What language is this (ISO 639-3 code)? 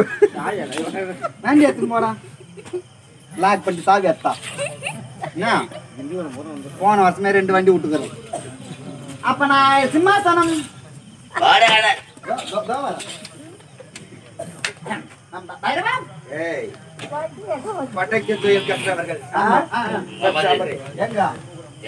tam